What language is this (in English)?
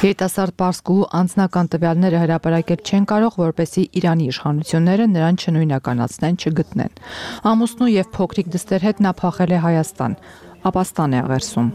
Armenian